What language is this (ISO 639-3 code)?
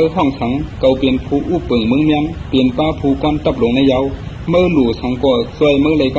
shn